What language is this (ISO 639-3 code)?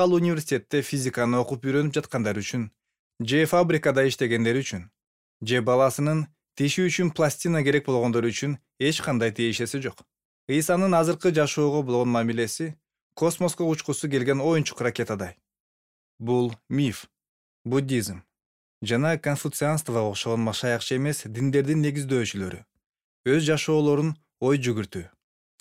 kir